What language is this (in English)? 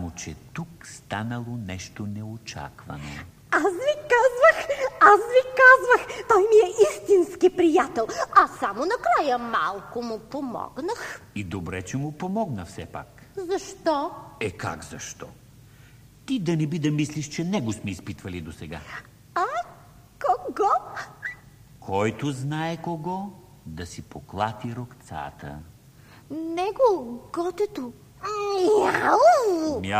Bulgarian